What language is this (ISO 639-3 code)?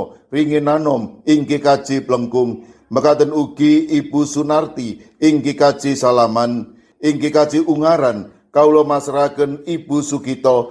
jav